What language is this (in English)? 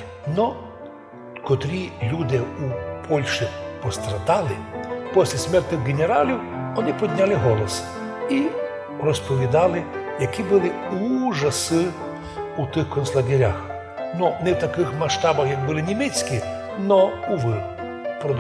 Rusyn